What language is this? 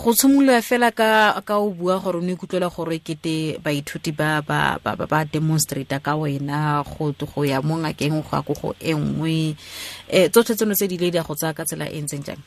Tswana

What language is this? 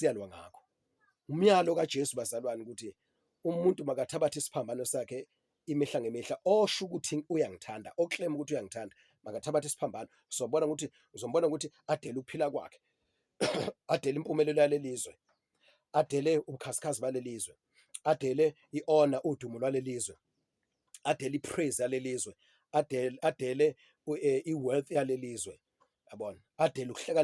Zulu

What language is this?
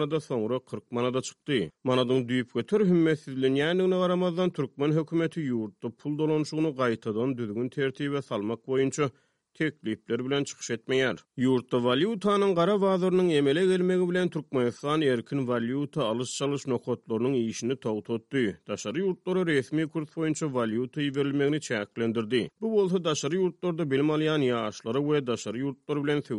Turkmen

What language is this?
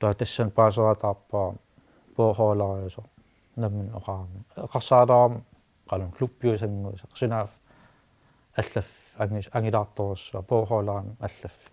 Kalaallisut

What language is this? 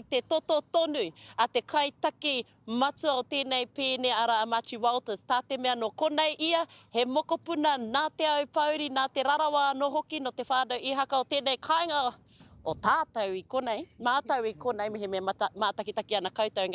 Māori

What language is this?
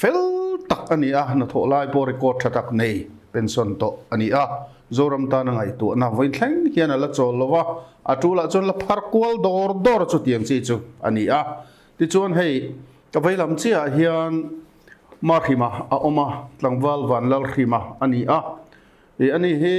Mizo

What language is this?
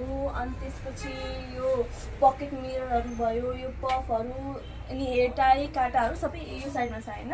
Nepali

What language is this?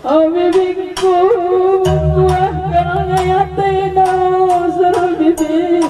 Batak Karo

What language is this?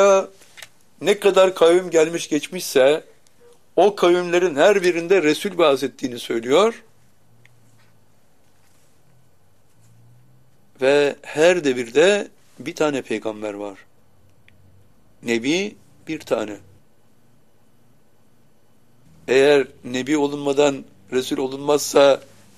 Turkish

